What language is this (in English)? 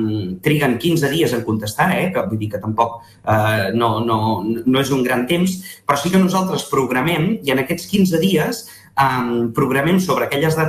Catalan